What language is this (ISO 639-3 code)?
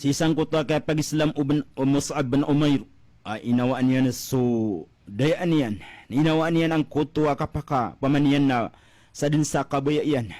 mrw